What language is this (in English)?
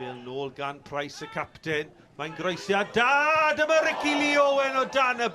Welsh